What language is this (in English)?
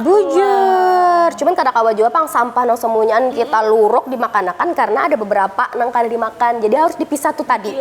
Banjar